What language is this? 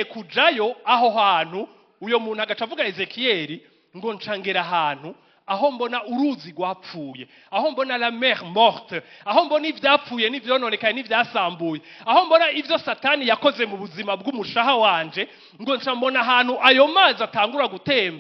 Rundi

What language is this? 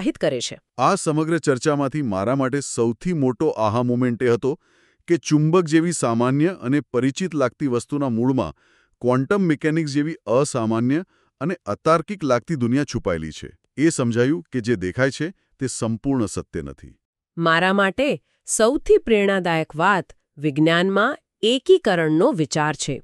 Gujarati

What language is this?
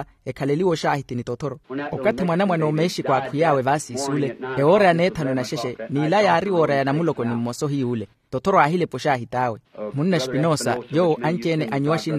Makhuwa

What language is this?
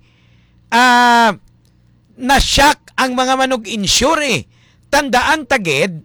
Hiligaynon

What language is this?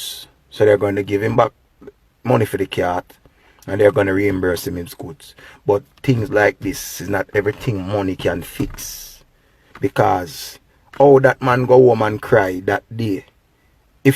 Jamaican Creole English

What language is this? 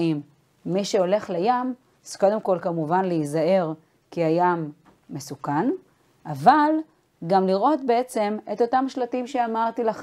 Hebrew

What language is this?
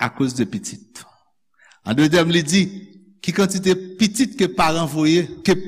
Haitian Creole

